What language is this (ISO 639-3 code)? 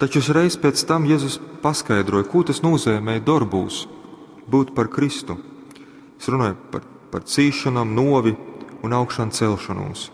ltg